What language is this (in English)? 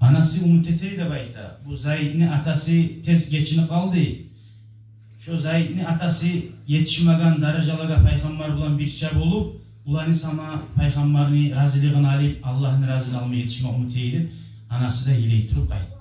Kumyk